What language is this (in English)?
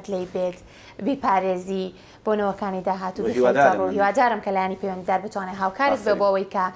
Central Kurdish